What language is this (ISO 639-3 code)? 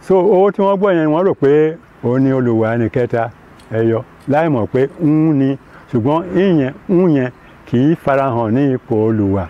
yor